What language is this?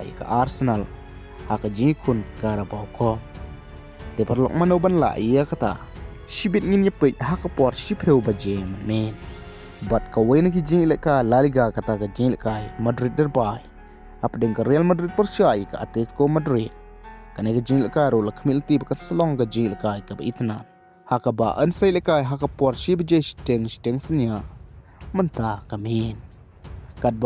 Khasi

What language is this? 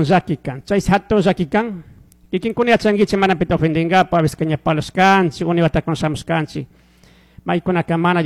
Chimborazo Highland Quichua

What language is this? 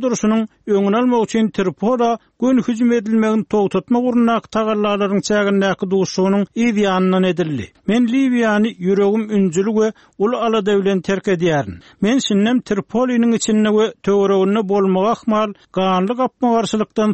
Turkmen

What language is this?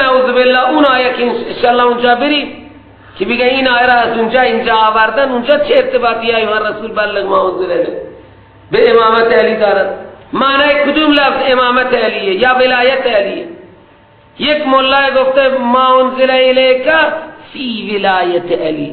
Persian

